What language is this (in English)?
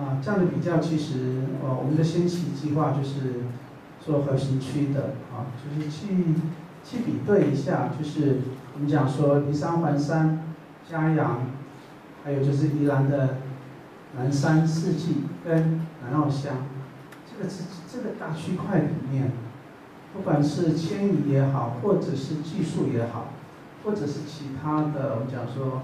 Chinese